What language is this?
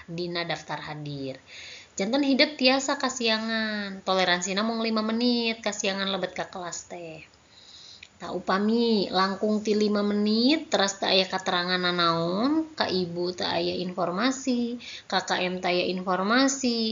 Sundanese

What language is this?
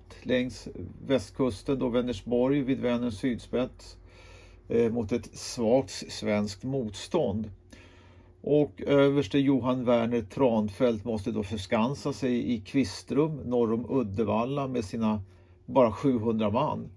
Swedish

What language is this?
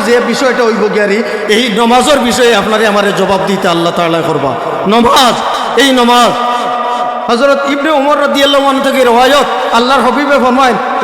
Sylheti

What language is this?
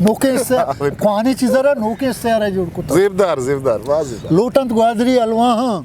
Eastern Balochi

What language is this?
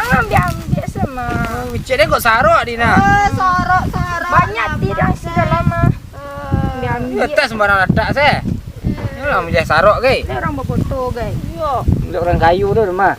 Minangkabau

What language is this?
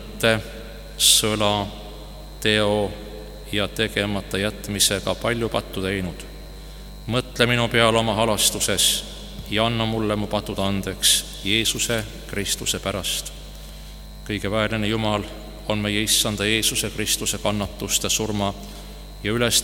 Estonian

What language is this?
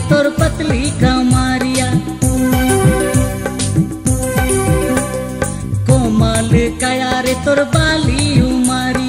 Sadri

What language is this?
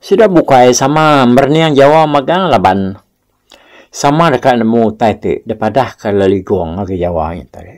Iban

